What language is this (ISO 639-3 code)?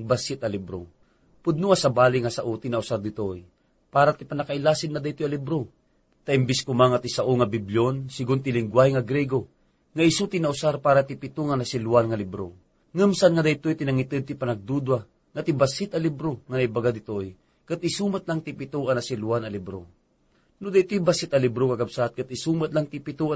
ilo